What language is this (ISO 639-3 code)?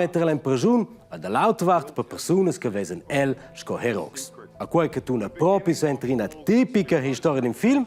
roh